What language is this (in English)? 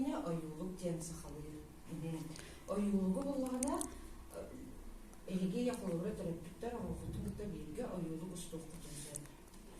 Yakut